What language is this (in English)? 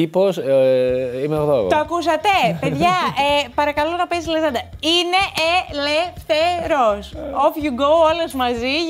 Greek